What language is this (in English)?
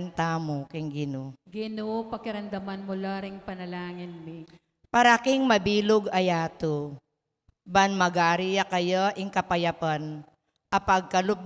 Pampanga